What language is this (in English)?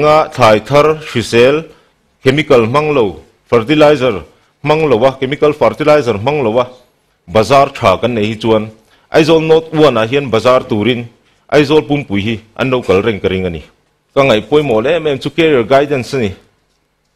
Mizo